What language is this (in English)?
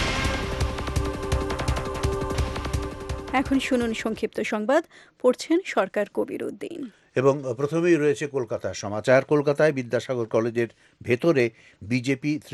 Bangla